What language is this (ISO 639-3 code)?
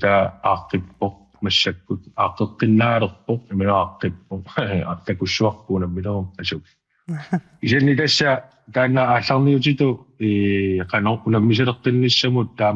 kal